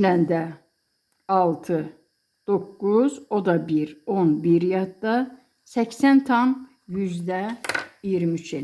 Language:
Azerbaijani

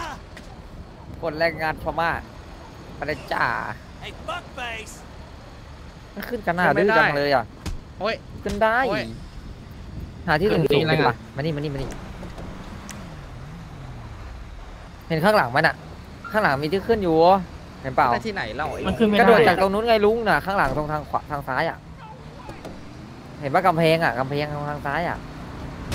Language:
Thai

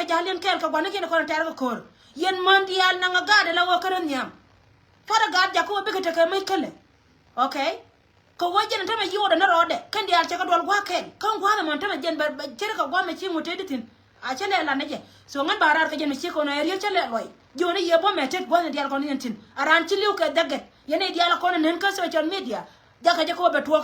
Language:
Nuer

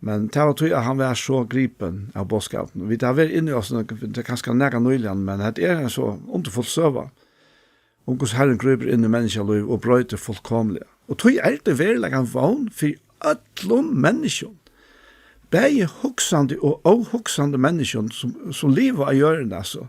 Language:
Faroese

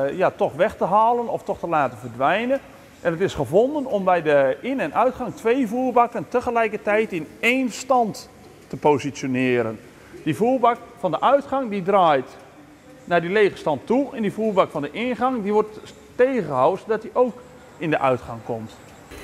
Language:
Dutch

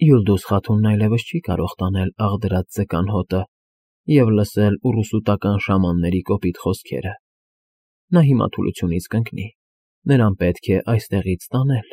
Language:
Armenian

